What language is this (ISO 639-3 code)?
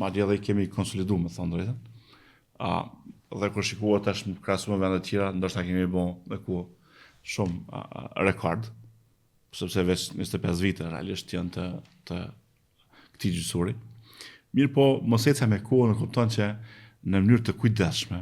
sqi